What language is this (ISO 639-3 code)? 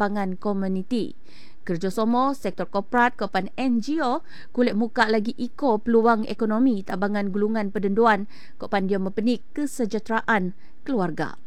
msa